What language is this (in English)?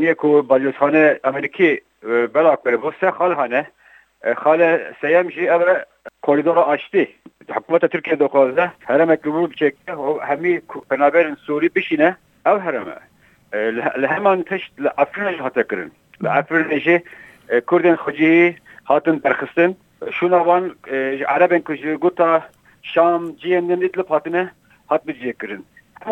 Kurdish